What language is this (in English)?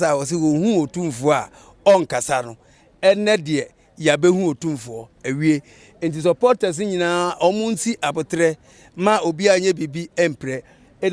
Akan